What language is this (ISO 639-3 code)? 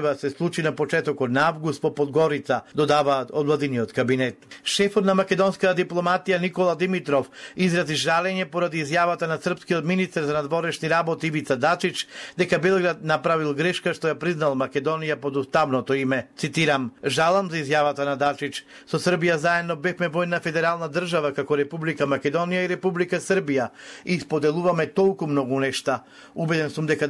mkd